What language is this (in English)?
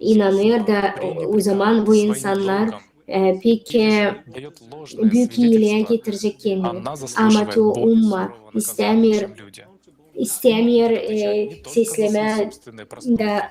Gagauz